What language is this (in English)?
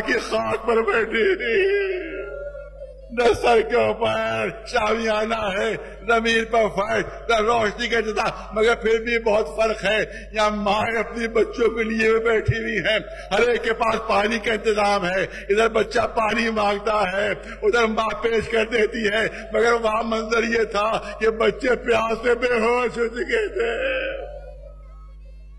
Urdu